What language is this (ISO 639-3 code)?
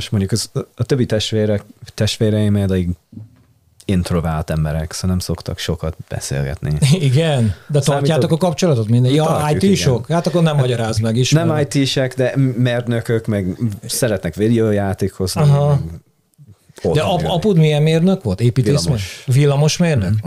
hun